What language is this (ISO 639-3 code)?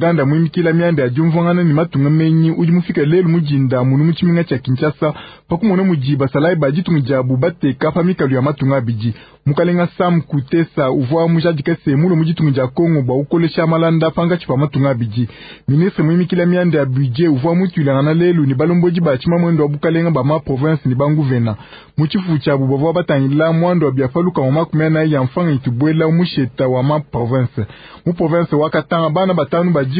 lua